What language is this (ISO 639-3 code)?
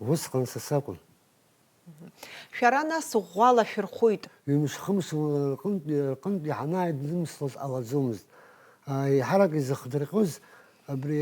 abk